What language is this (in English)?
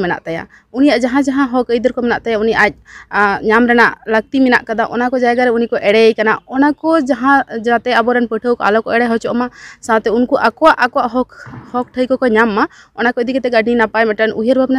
Santali